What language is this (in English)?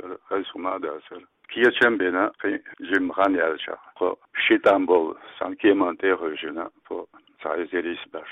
Chechen